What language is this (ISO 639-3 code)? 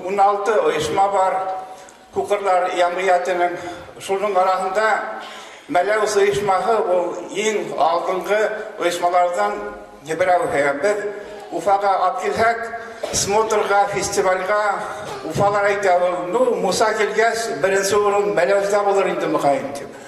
bak